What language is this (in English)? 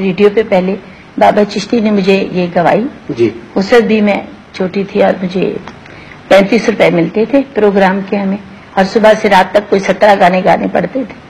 Urdu